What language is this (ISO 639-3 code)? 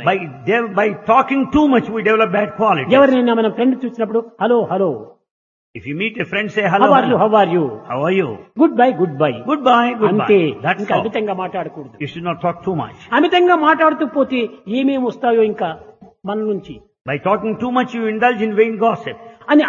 tel